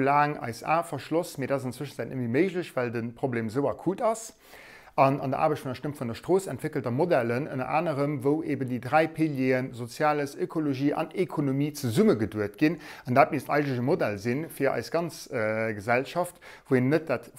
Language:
Luxembourgish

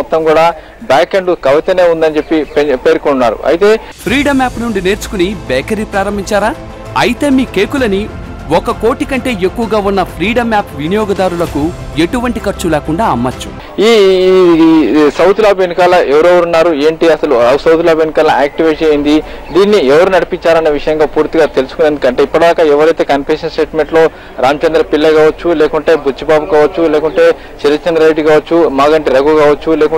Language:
Telugu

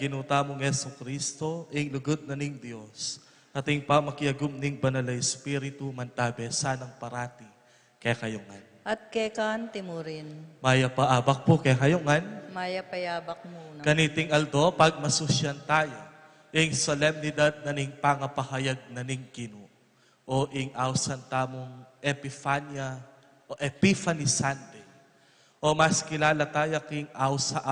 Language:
Pampanga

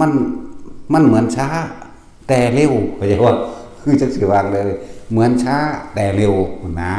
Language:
Northeastern Thai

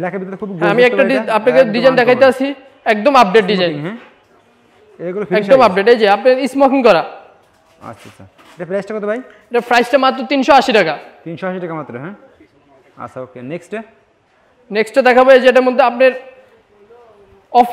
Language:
Bangla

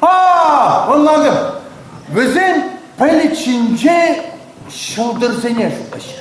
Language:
Chuvash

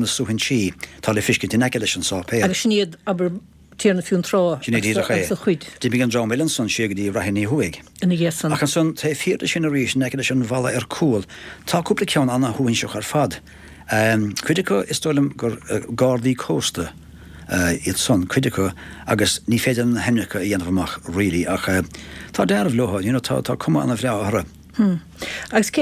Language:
Irish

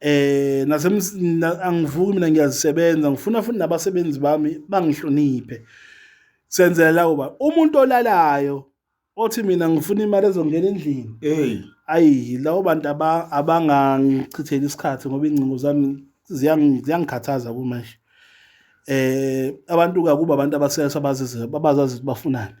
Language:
Zulu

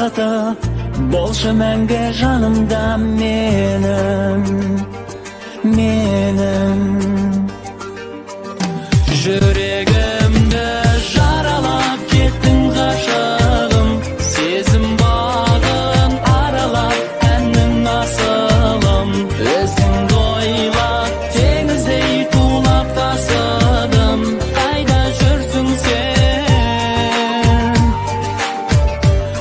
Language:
Kazakh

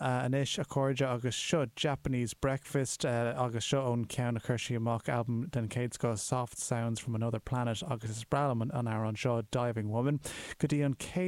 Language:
Irish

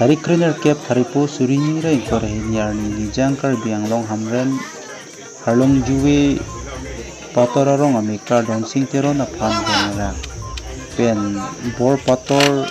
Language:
Karbi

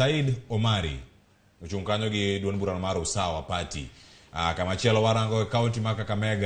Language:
Luo (Kenya and Tanzania)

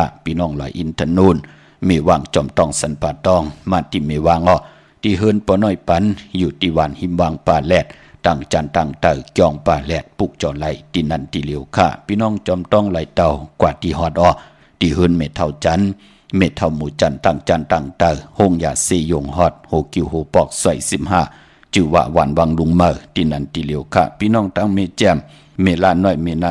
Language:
Shan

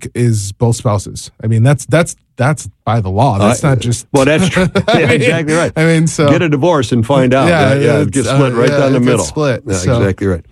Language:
English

